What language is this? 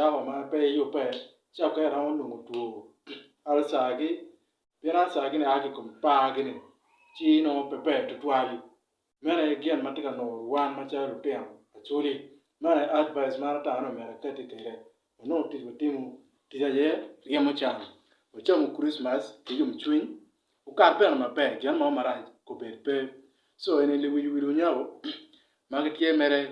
Acoli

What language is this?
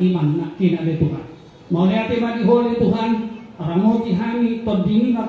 Batak Toba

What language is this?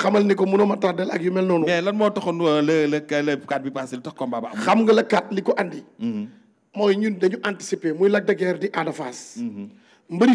Wolof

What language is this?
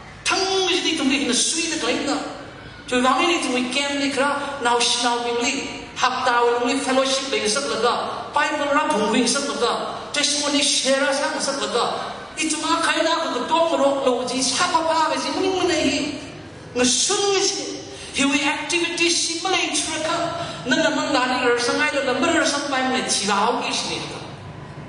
Tangkhul Naga (India)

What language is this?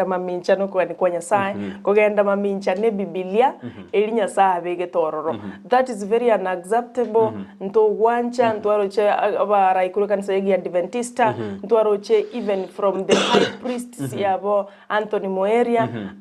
Gusii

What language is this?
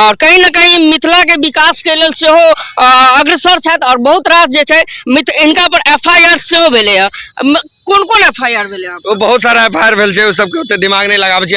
Maithili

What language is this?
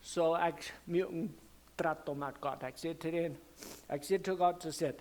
Plautdietsch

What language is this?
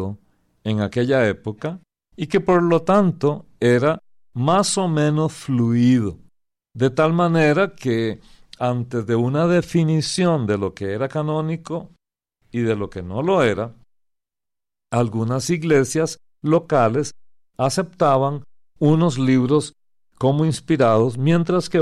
Spanish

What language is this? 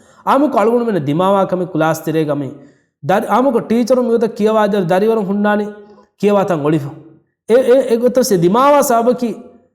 Divehi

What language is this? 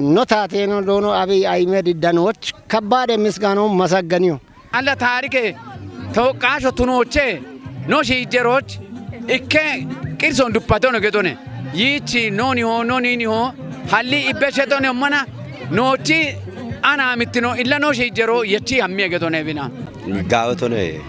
Kafa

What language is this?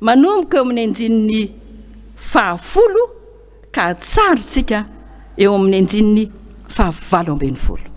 Malagasy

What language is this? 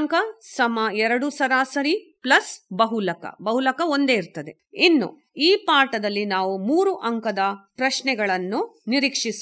Kannada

